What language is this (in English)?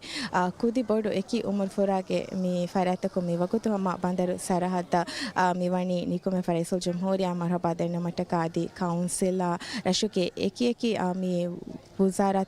Divehi